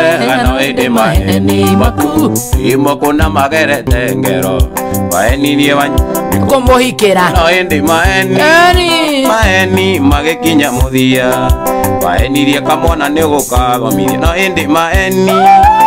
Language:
Kikuyu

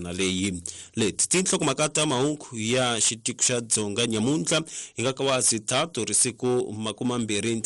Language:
Tsonga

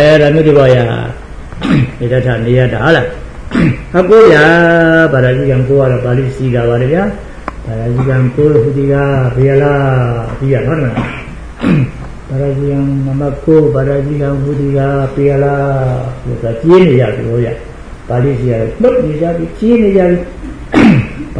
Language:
Burmese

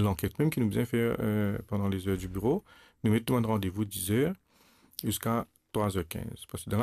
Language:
Morisyen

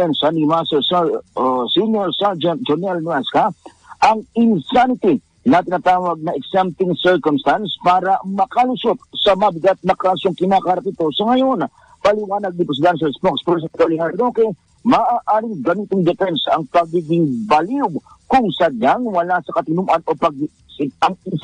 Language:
Filipino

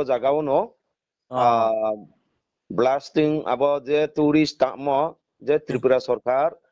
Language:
Riang (India)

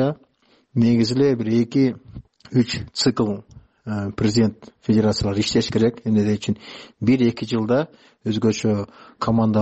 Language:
Kyrgyz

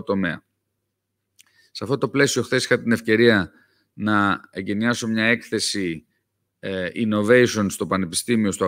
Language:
Greek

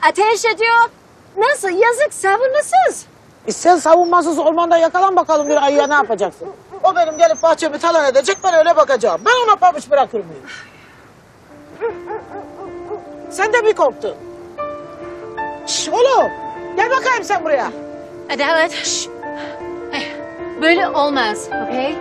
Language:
Turkish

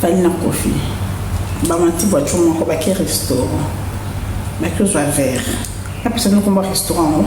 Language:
Lingala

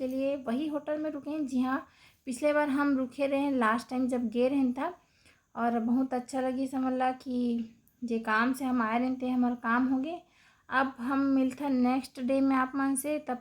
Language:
Chhattisgarhi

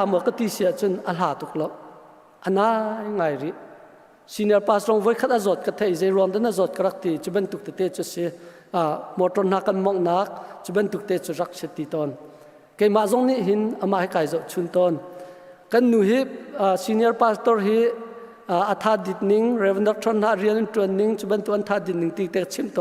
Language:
Hakha Chin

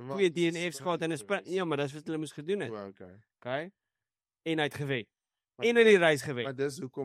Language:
Afrikaans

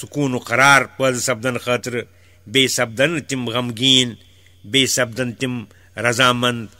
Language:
Kashmiri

